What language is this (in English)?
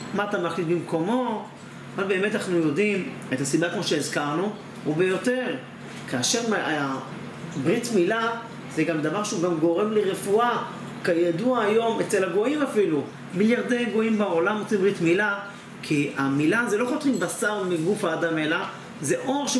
Hebrew